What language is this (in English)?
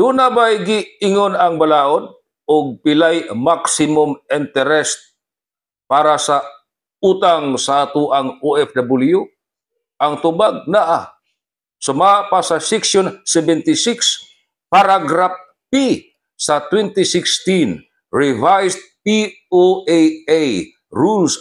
Cebuano